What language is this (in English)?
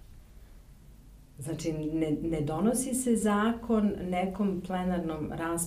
Serbian